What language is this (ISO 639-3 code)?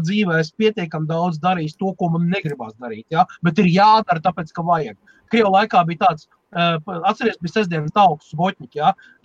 lav